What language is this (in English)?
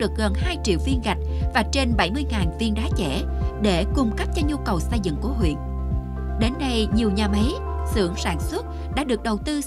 Vietnamese